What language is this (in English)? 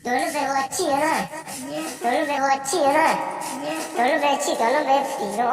Hmong